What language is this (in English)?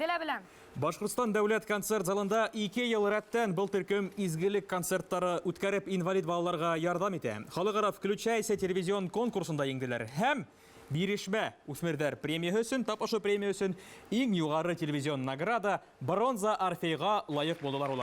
Bashkir